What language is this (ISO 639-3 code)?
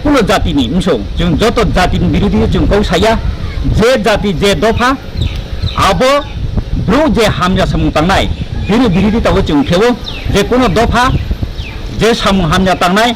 ria